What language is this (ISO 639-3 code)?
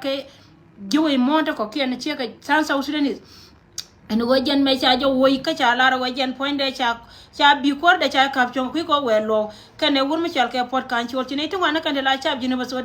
nus